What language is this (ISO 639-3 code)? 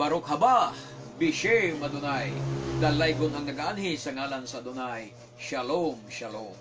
ceb